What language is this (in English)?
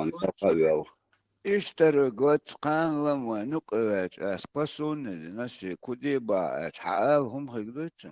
Chechen